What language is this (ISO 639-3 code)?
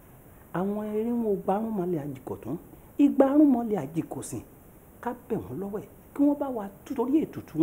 yor